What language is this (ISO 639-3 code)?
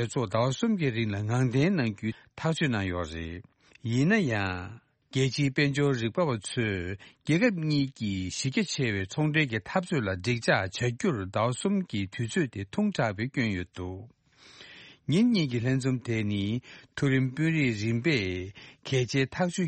bod